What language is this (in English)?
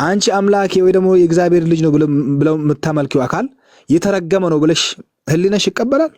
Amharic